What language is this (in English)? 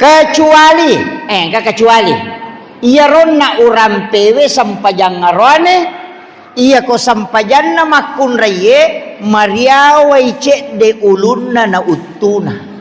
Buginese